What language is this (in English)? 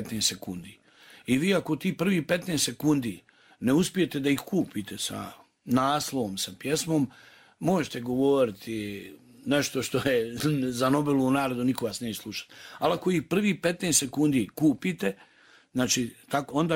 Croatian